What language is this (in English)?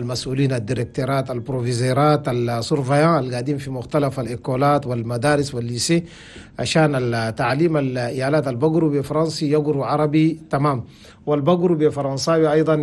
Chadian Arabic